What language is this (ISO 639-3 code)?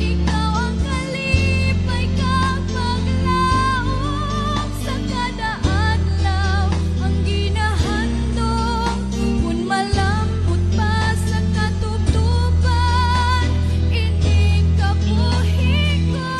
hil